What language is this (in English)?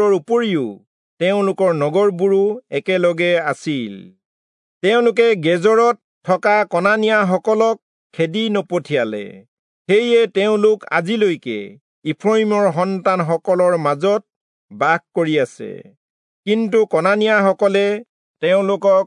Assamese